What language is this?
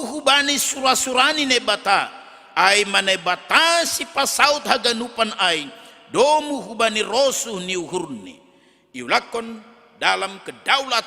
Batak Simalungun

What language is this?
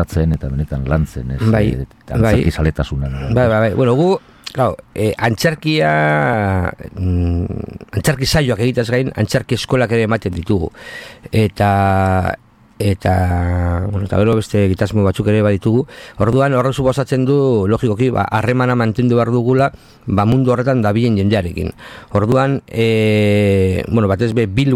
Basque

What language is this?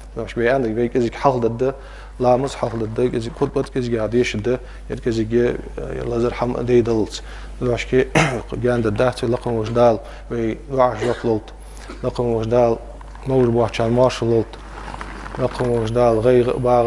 Ingush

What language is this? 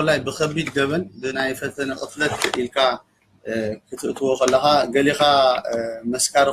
Tigrinya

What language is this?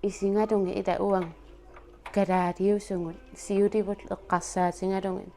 Kalaallisut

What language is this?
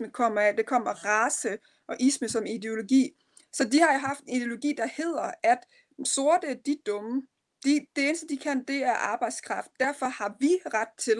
Danish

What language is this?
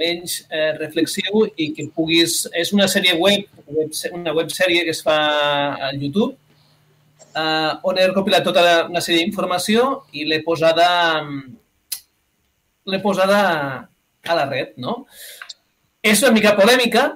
Catalan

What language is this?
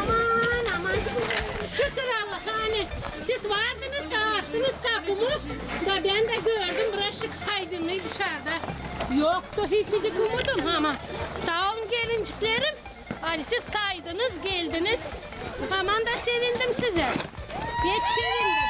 Gagauz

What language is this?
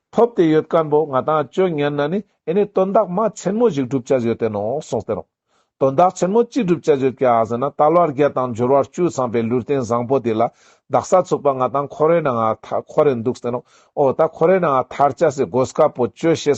Ladakhi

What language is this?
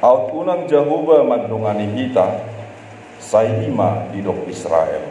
Batak Toba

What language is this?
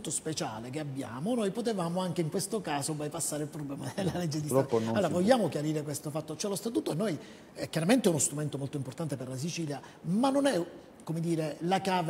Italian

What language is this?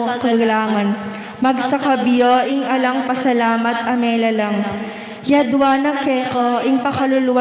Pampanga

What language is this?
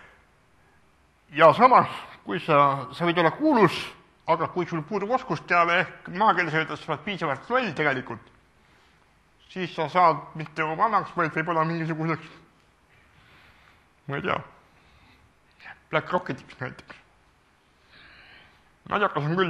Estonian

